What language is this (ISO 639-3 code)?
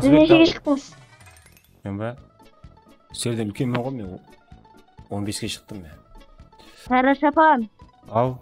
kaa